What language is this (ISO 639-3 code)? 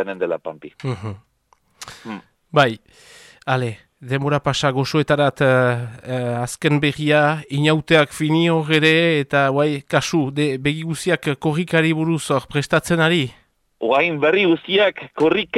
eus